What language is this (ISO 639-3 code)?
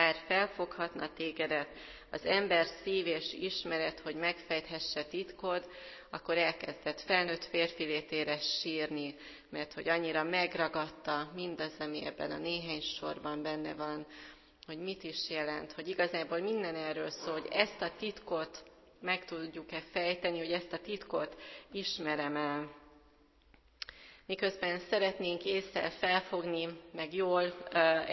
hun